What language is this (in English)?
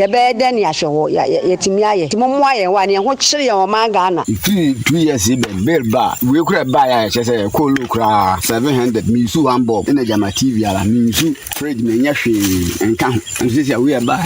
Akan